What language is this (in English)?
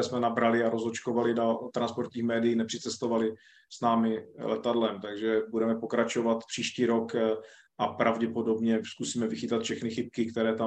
Czech